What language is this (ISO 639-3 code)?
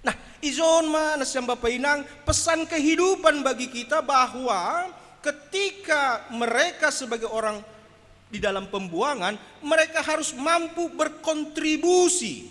bts